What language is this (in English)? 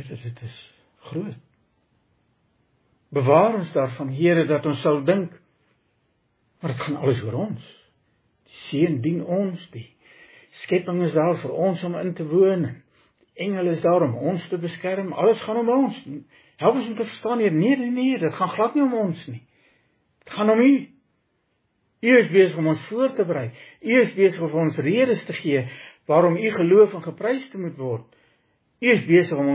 Afrikaans